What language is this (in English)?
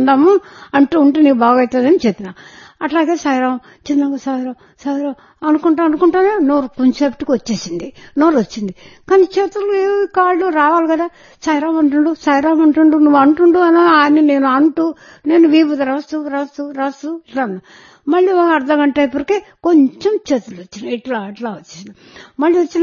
Telugu